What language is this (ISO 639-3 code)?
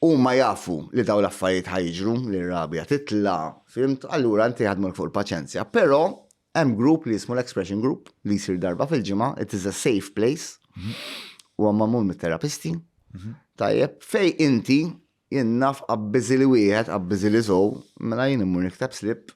mlt